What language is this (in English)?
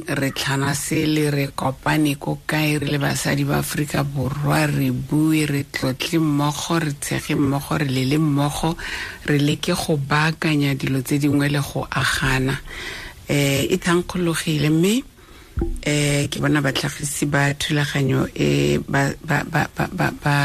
Tswana